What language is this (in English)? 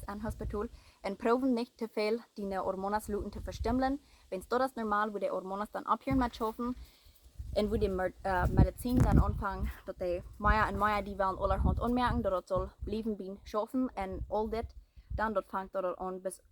Plautdietsch